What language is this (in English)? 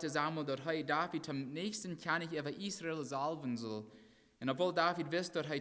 Plautdietsch